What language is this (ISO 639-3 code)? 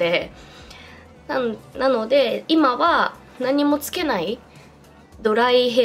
jpn